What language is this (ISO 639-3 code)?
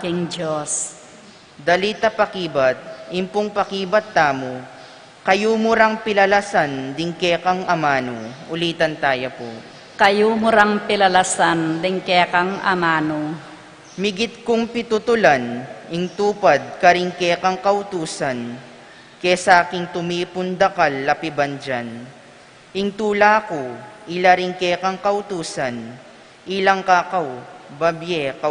pam